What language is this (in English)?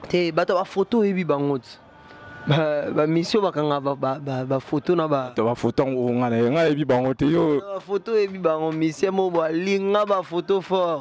Lingala